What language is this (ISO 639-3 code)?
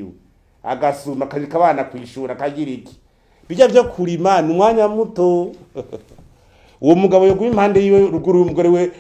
run